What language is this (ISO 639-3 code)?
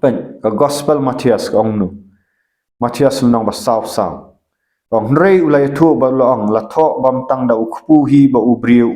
kha